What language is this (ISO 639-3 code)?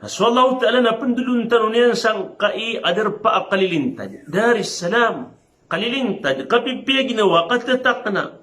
mrw